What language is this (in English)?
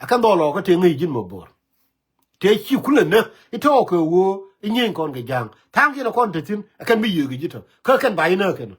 Nuer